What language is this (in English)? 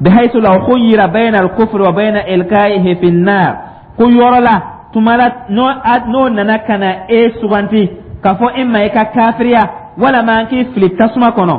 Dyula